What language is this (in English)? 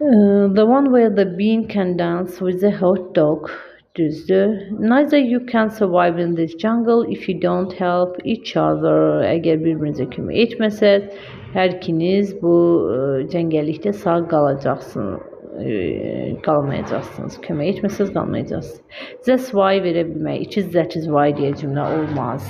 Azerbaijani